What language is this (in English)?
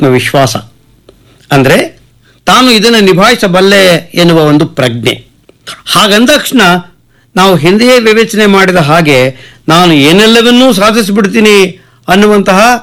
Kannada